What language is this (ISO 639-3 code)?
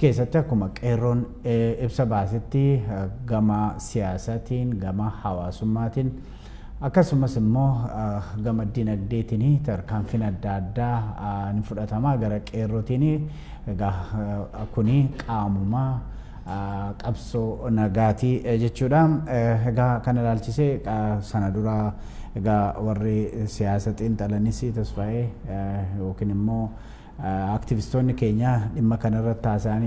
orm